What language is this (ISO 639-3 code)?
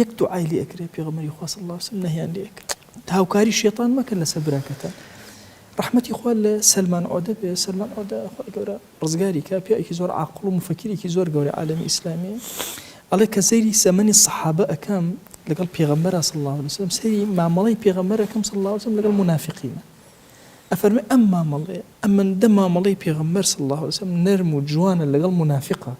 ckb